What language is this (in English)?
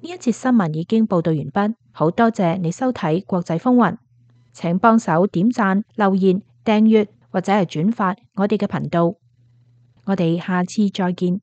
Cantonese